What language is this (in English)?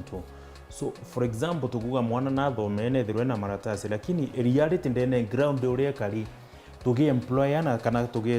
Meru